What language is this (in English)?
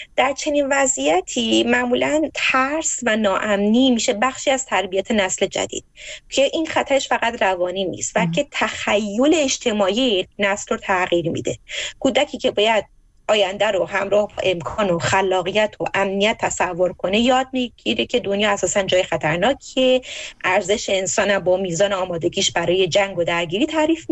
Persian